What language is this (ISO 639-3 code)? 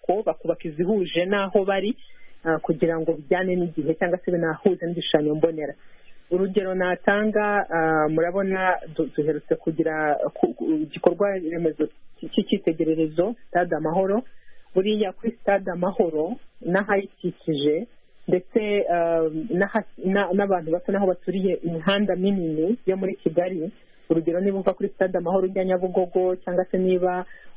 kin